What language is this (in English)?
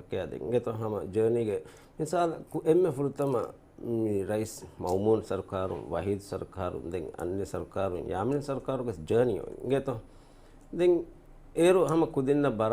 Divehi